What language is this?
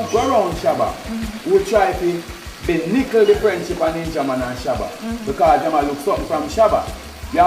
Jamaican Creole English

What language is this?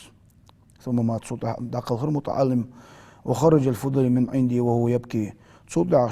Ingush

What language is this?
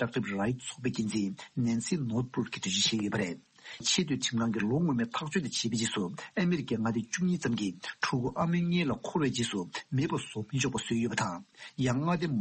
Tibetan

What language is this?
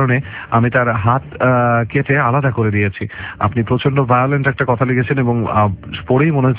Bangla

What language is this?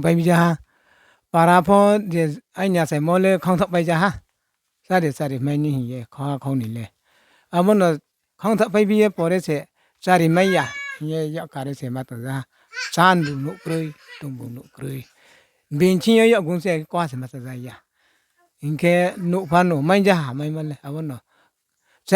Riang (India)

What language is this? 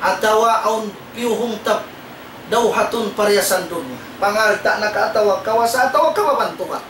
Tausug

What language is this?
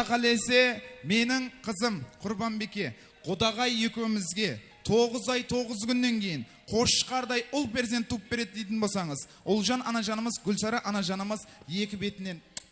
Kara-Kalpak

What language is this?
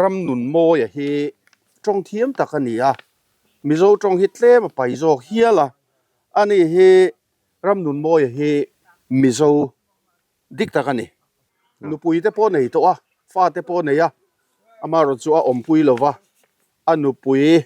Mizo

